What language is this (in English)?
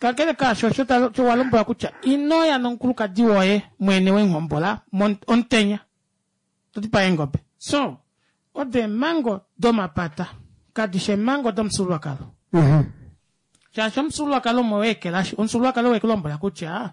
Kuanyama